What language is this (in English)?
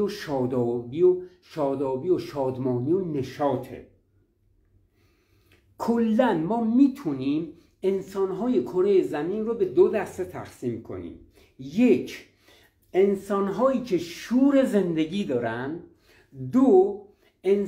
Persian